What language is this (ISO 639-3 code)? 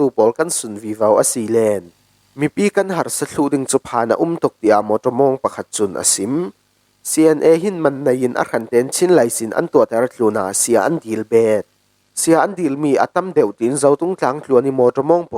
cfm